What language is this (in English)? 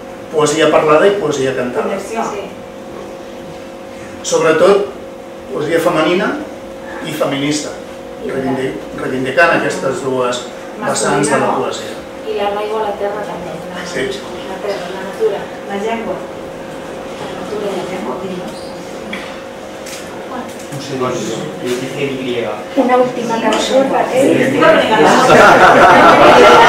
Catalan